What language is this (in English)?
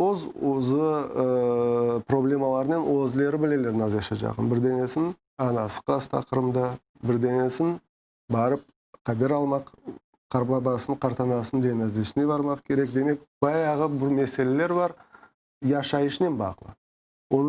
Crimean Tatar